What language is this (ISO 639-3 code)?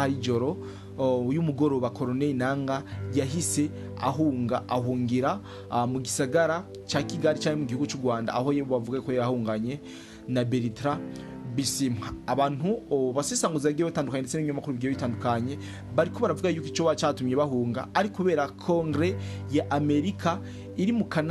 run